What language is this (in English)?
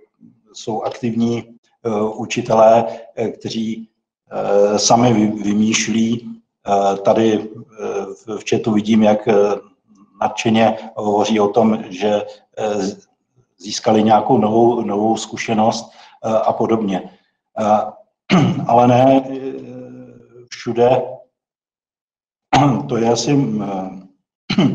Czech